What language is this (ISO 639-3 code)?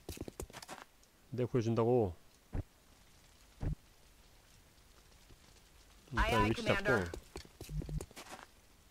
kor